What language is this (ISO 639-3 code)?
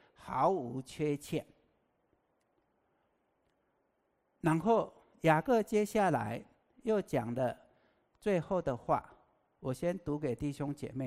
zho